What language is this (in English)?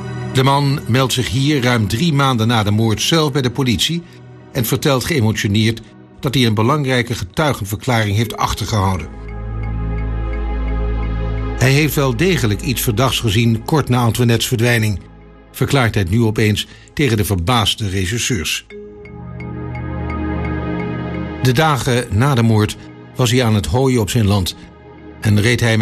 Dutch